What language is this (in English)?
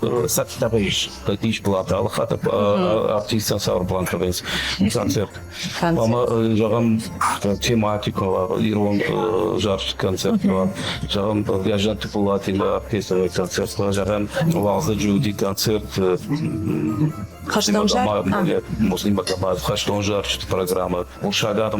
Ossetic